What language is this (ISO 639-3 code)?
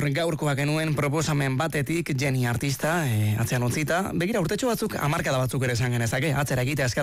eus